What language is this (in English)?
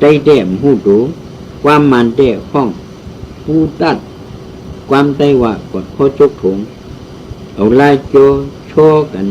Shan